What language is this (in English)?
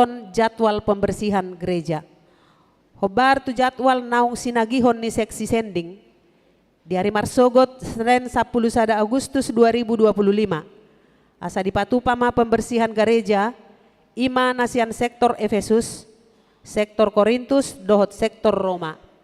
Batak Toba